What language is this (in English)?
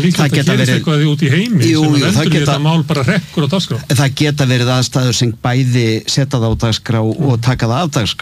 Icelandic